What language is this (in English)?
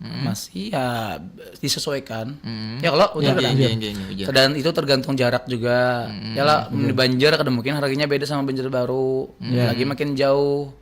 Banjar